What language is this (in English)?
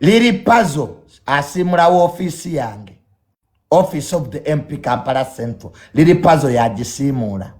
Ganda